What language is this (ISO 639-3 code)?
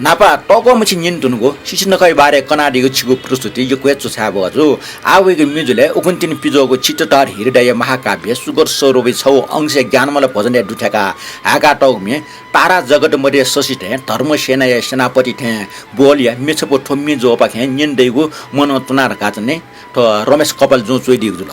new